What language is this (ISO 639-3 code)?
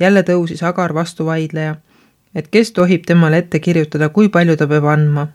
est